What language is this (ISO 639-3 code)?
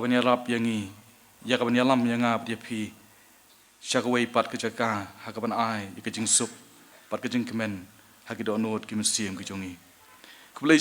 kha